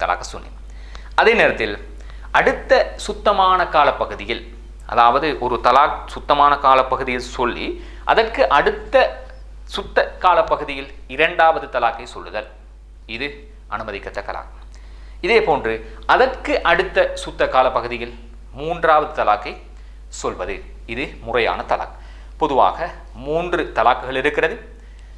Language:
Tamil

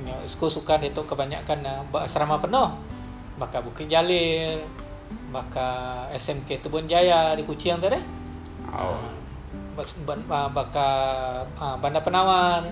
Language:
Iban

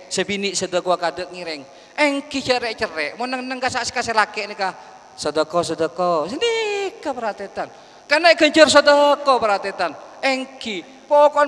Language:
Madurese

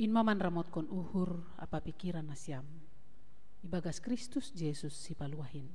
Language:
Batak Simalungun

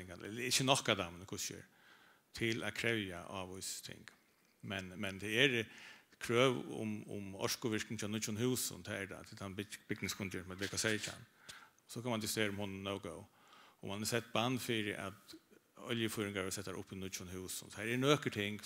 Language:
Faroese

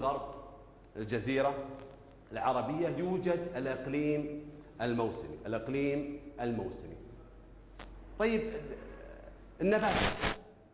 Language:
Arabic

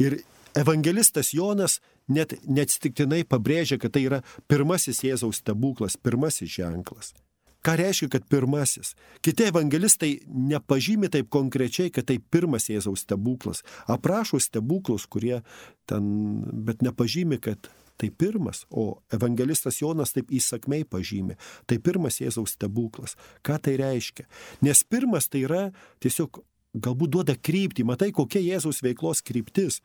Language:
Lithuanian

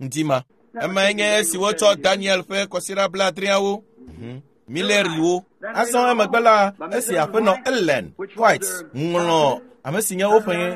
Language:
Ewe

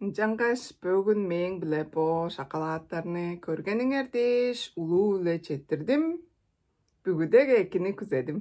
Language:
Tuvinian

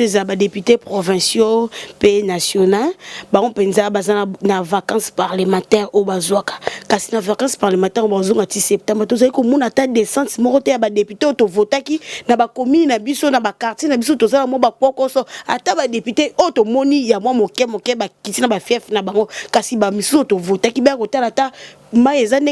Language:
Lingala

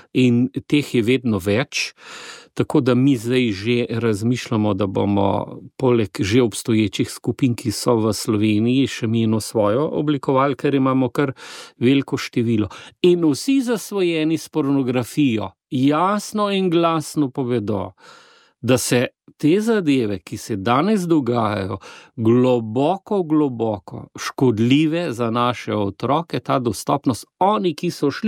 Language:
Slovenian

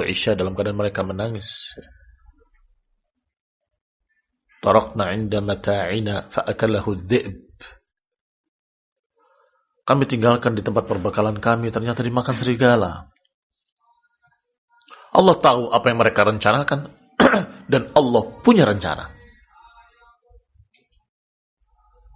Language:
Indonesian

